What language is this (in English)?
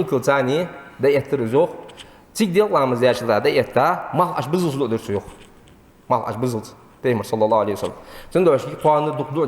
Ingush